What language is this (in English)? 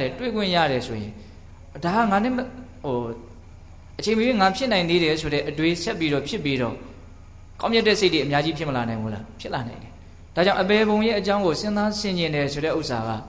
Burmese